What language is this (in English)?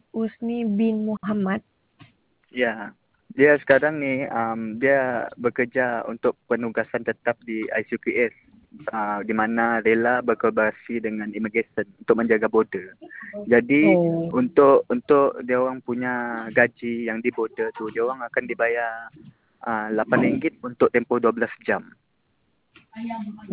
Malay